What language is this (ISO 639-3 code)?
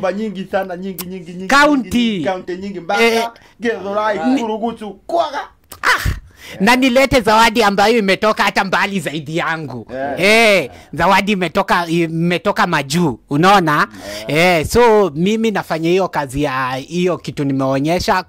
swa